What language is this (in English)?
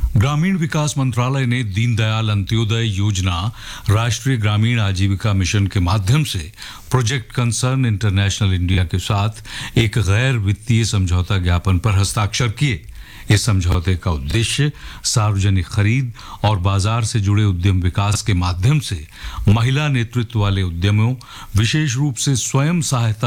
Hindi